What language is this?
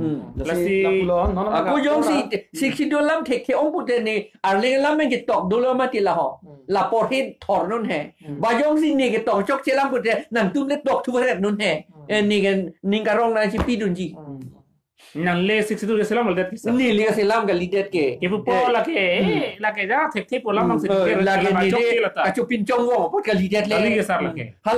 Karbi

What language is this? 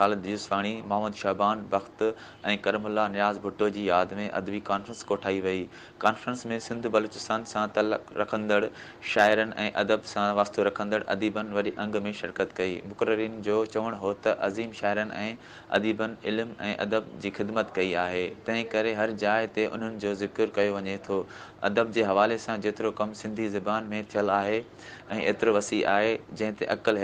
Sindhi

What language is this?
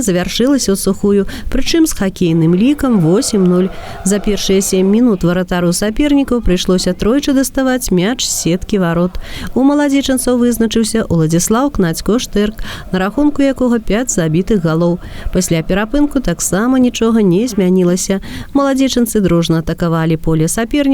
Belarusian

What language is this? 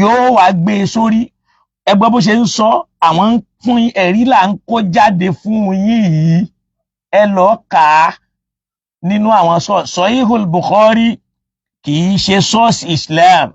Yoruba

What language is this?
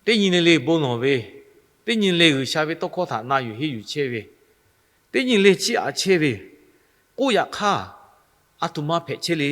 Lahu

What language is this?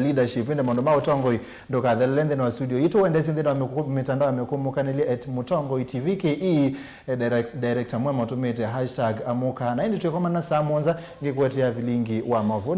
Kamba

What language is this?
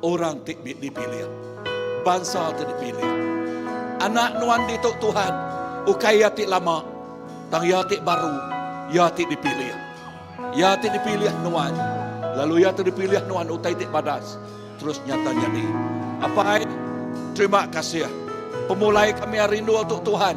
Iban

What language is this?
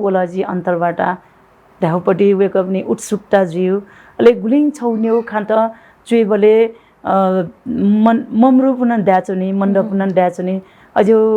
Newari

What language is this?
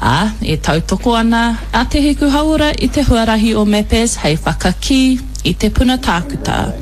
Māori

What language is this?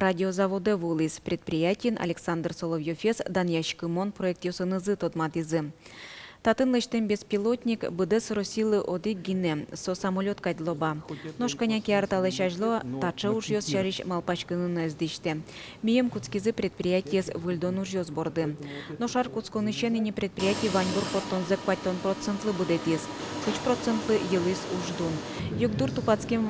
Udmurt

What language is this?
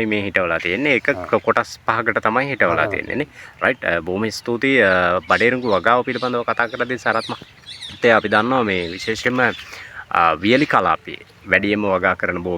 Sinhala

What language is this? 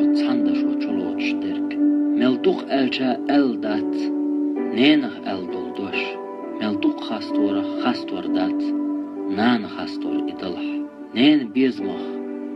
Chechen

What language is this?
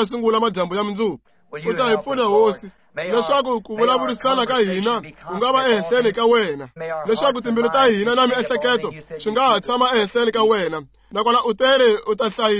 Tsonga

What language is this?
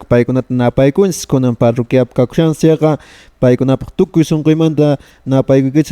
Quechua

